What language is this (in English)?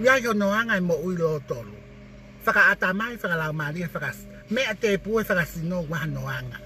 Tongan